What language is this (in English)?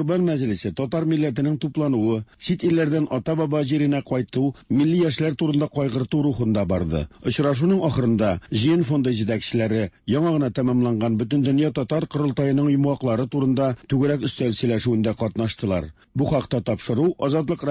Tatar